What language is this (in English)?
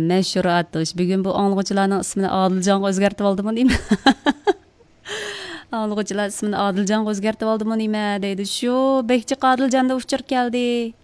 Uyghur